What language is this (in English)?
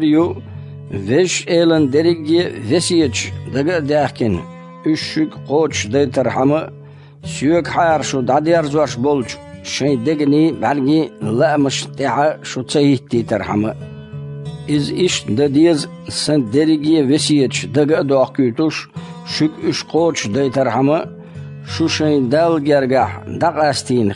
Chechen